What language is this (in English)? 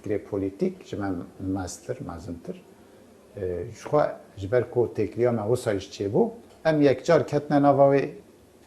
Kurdish